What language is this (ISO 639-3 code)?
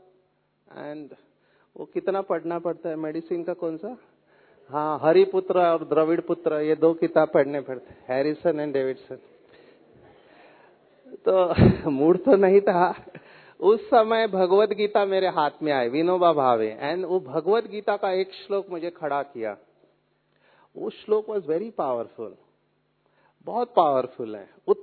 hin